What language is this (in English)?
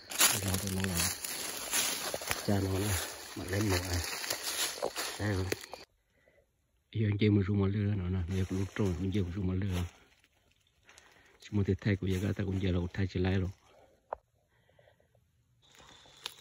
Vietnamese